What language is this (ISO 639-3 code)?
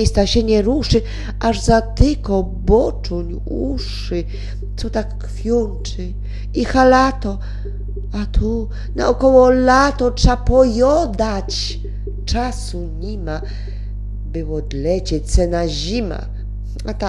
szl